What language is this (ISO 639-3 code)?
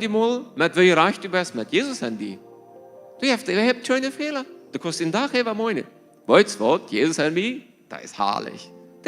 pdt